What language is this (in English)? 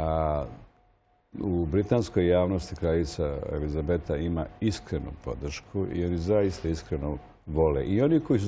Serbian